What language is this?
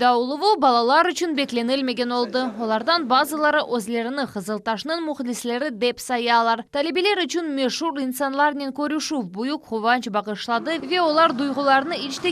Crimean Tatar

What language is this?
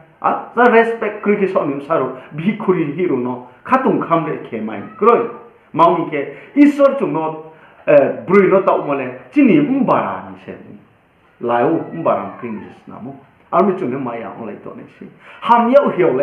Riang (India)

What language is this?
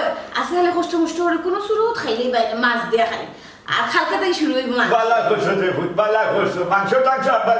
Sylheti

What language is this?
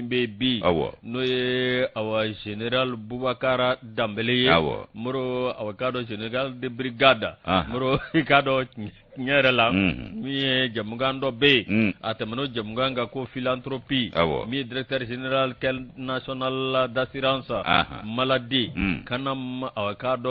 Bambara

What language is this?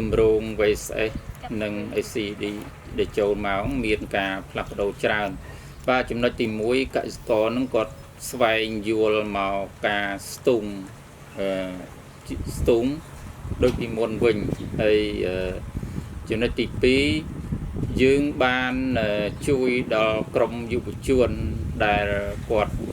Khmer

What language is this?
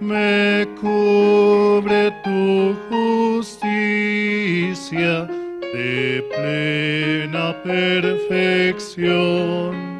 South Bolivian Quechua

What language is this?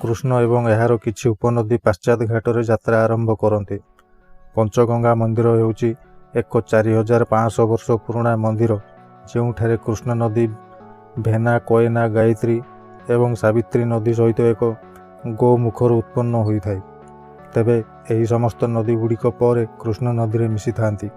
Odia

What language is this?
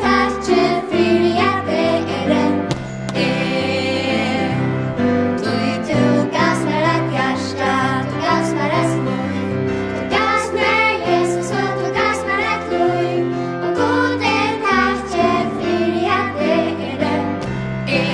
Faroese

